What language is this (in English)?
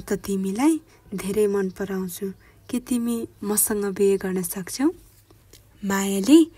Nepali